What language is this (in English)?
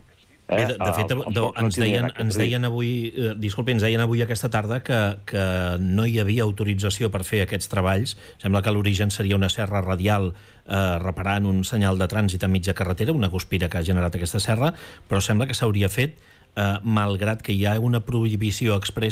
Catalan